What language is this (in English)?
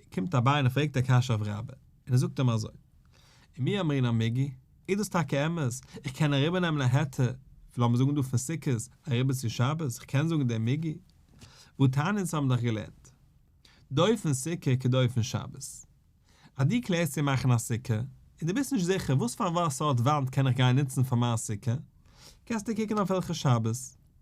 Yiddish